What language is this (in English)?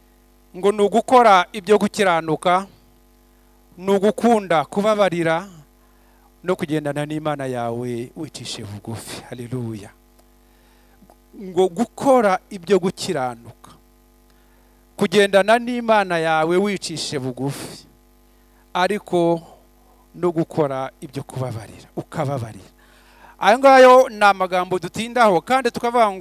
Kinyarwanda